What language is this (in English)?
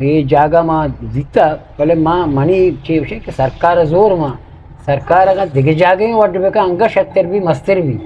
Eastern Balochi